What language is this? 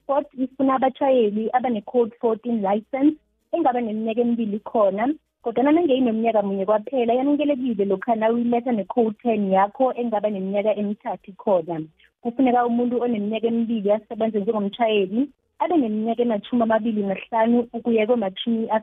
South Ndebele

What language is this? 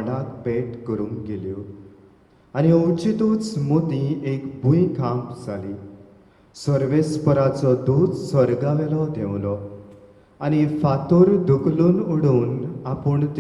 Konkani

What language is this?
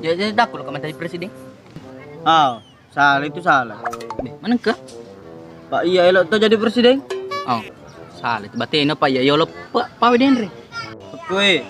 Buginese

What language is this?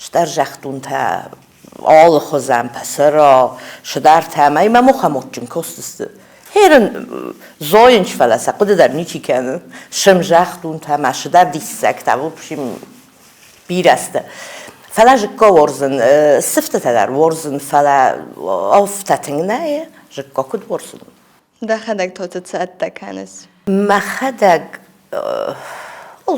Ossetic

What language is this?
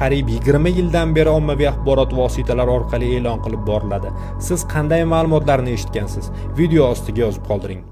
Uzbek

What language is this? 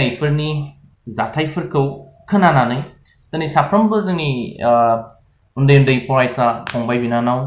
Bodo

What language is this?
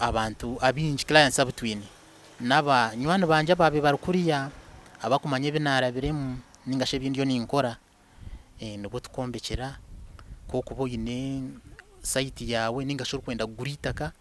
Nyankole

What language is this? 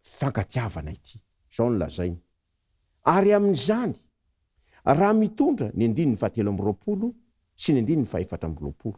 Malagasy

